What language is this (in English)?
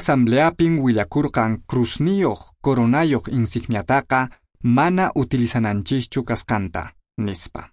Quechua